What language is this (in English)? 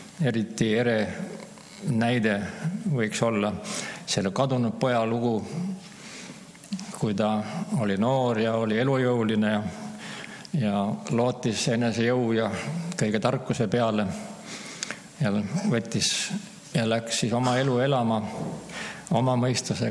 Estonian